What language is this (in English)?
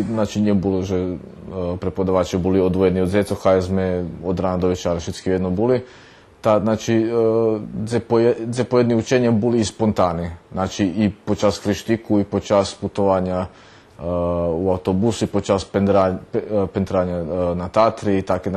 Rusyn